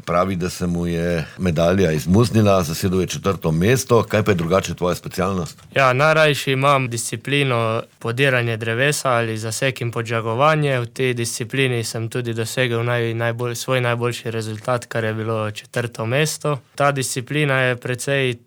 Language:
Slovenian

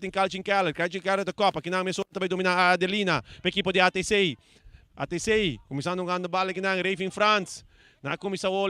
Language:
Papiamento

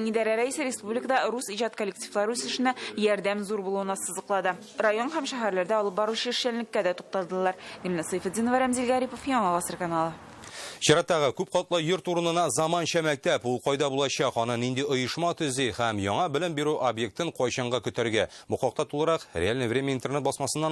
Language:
Tatar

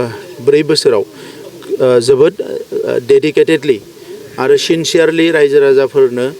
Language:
Bodo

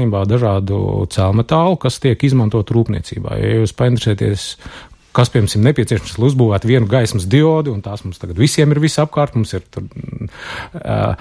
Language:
Latvian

